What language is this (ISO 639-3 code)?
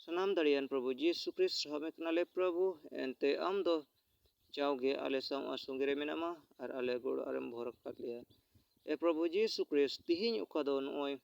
sat